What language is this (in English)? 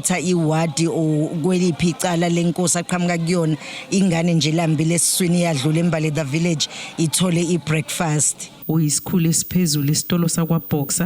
Zulu